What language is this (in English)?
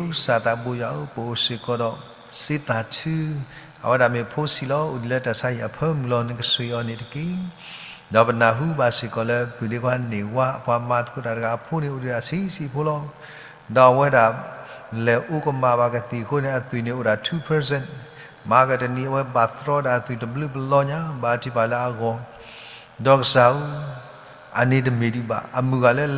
S'gaw Karen